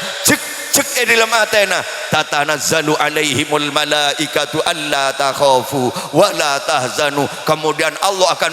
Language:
Madurese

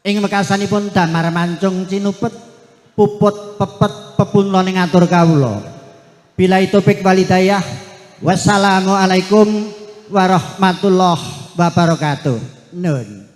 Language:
Javanese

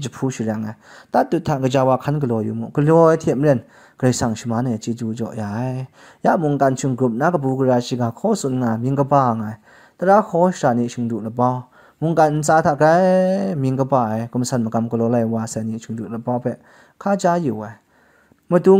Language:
Kachin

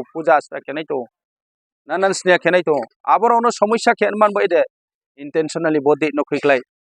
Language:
Kok Borok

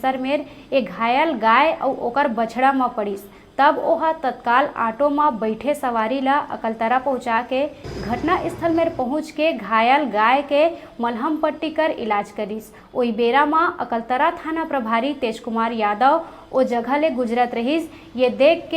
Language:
Chhattisgarhi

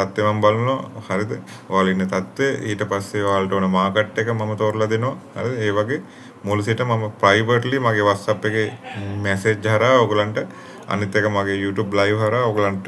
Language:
Sinhala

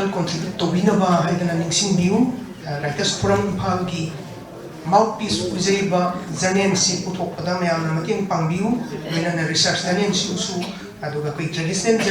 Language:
Manipuri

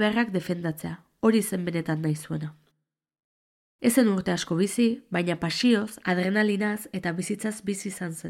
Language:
Basque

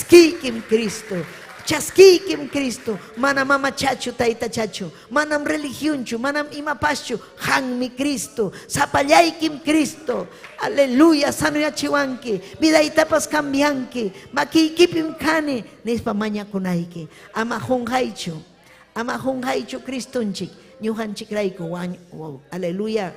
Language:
Ayacucho Quechua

